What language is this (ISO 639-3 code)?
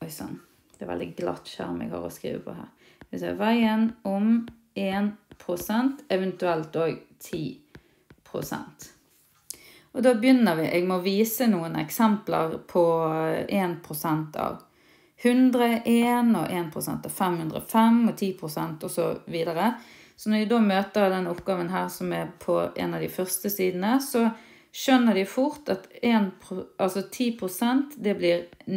nor